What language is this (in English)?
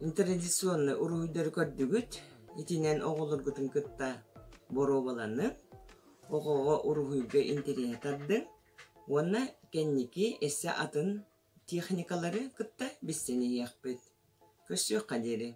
Yakut